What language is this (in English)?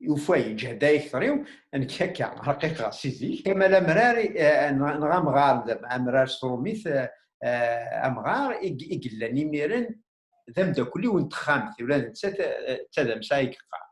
Kabyle